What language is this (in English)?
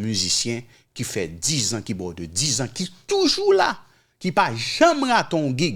Haitian Creole